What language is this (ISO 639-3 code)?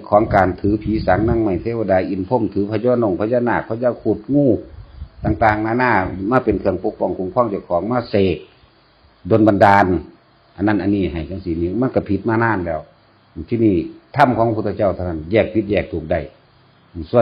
tts